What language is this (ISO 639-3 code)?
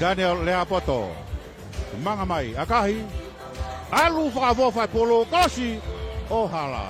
ton